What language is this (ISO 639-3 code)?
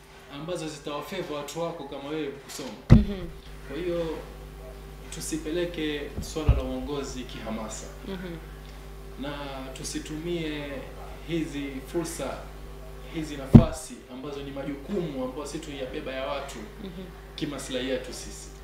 swa